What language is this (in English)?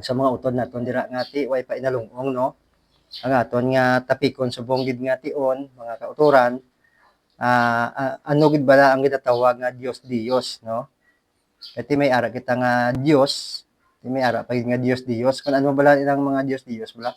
Hiligaynon